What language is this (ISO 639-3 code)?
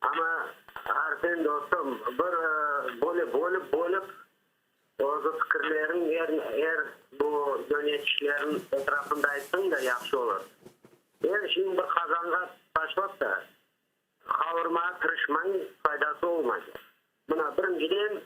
crh